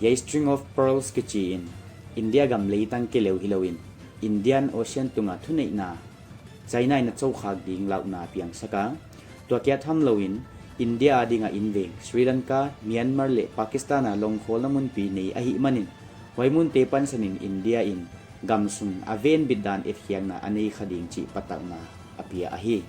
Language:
Paite Chin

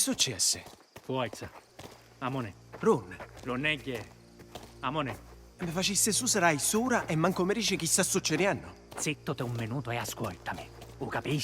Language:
Sicilian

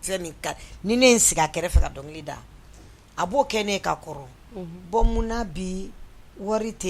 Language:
Bambara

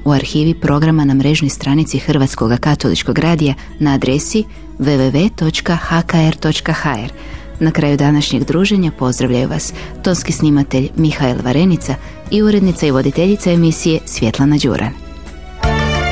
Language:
Croatian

